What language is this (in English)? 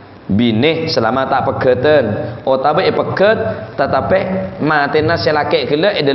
Madurese